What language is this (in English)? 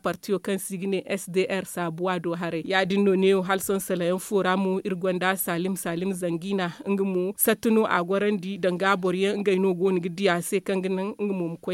Zarma